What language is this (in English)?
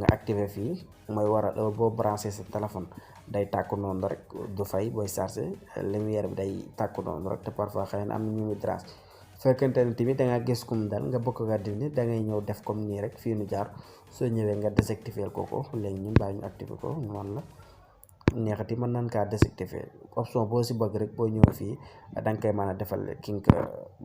Wolof